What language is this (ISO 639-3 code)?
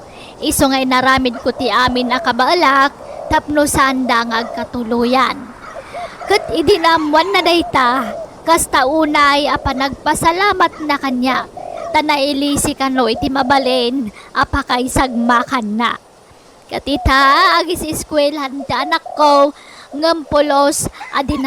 ilo